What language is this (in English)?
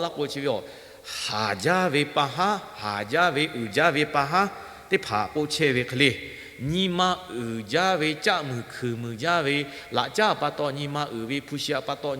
Lahu